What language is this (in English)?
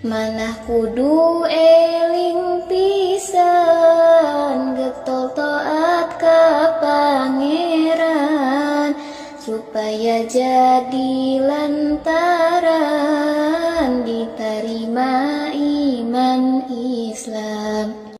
Sundanese